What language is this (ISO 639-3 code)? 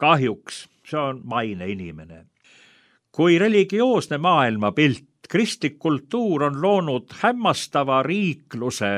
est